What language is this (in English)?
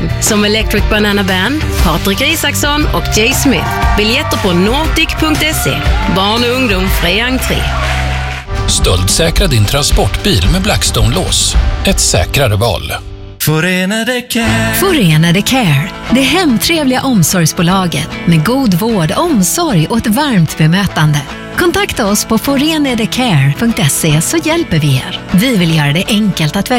Swedish